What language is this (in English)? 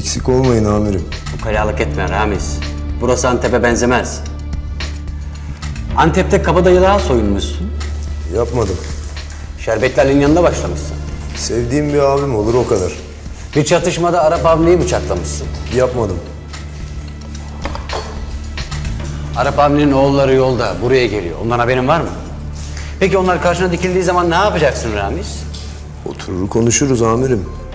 Turkish